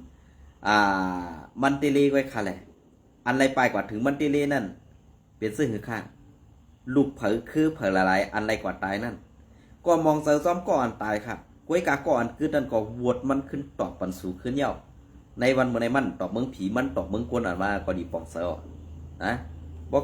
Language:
Shan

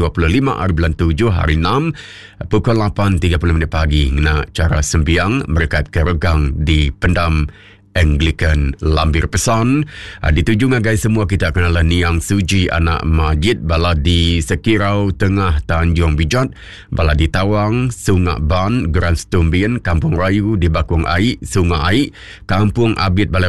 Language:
Iban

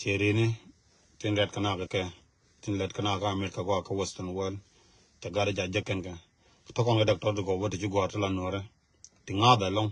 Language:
Nuer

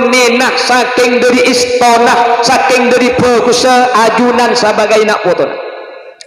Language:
Madurese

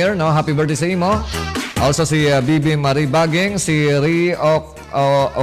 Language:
Hiligaynon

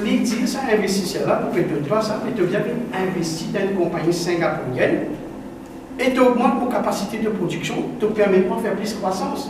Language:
Morisyen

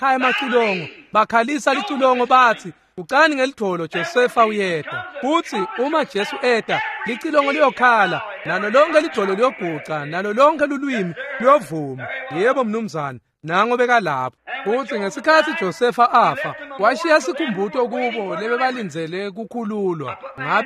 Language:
Swati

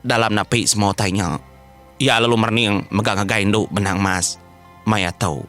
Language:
Iban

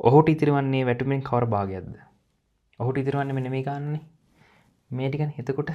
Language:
Sinhala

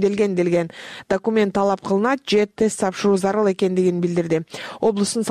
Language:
Kyrgyz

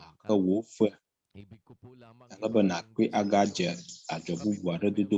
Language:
Ewe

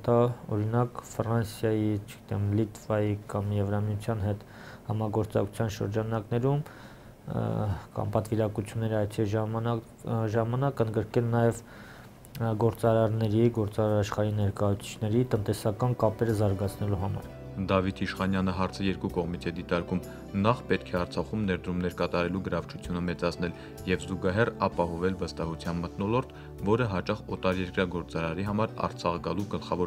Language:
Armenian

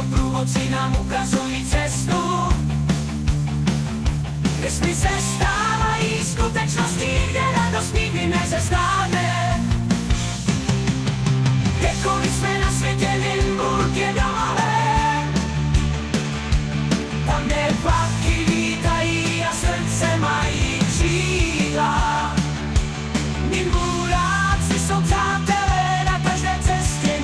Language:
Czech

